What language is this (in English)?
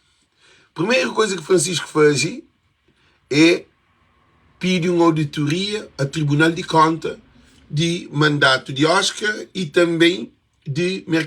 Kabuverdianu